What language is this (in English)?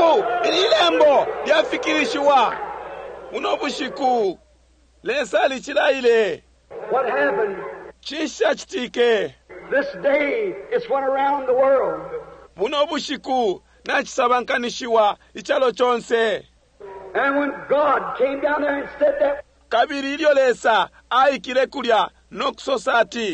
Bemba